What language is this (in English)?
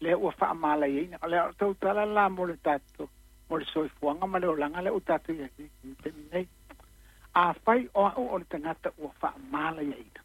Samoan